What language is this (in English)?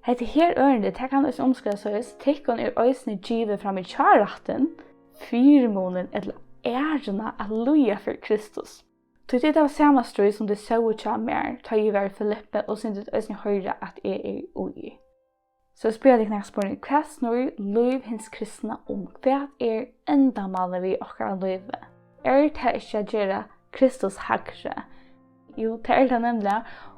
Faroese